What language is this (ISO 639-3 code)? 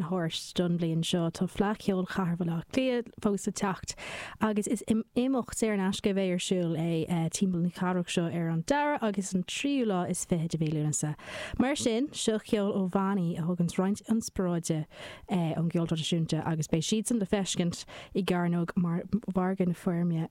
gle